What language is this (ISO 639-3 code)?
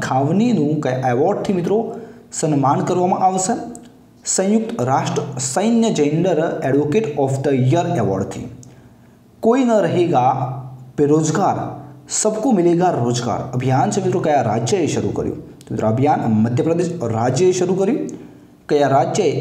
guj